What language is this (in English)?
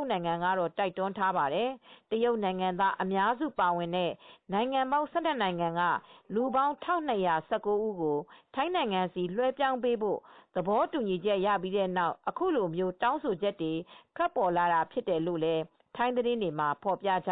Burmese